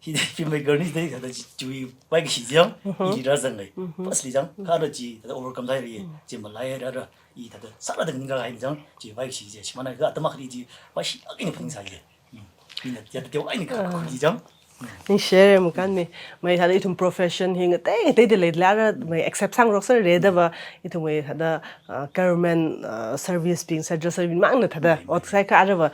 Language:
Tangkhul Naga (India)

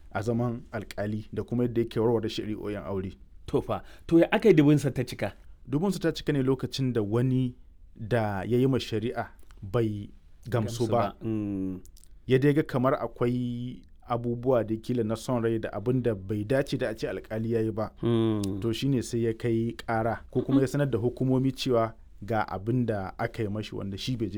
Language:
Hausa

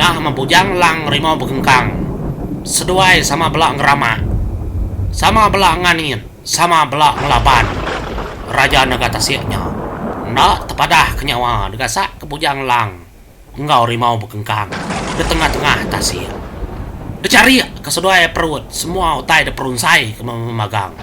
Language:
Iban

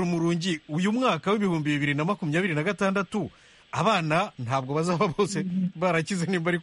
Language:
Kinyarwanda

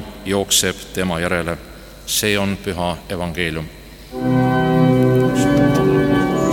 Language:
Estonian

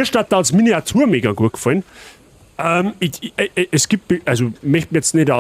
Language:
Bavarian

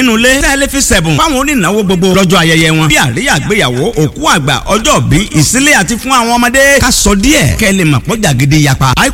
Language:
Yoruba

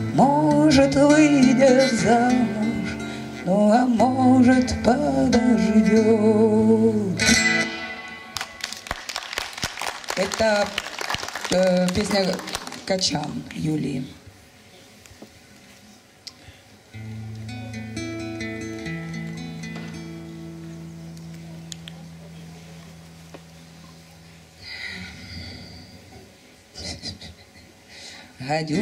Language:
Russian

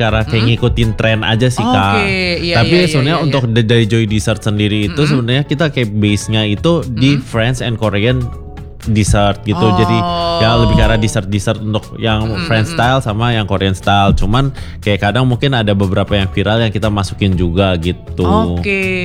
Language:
Indonesian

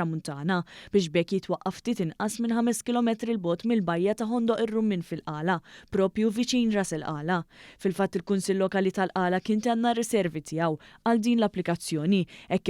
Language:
Maltese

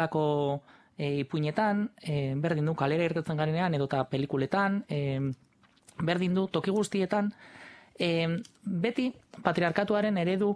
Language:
Basque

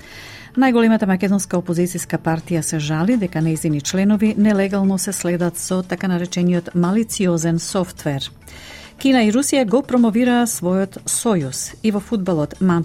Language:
Macedonian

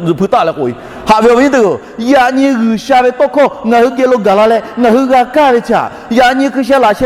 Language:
Lahu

